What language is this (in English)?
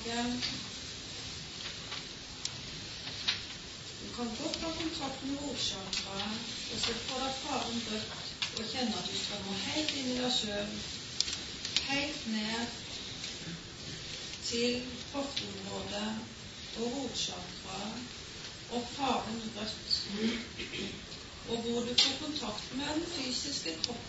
Norwegian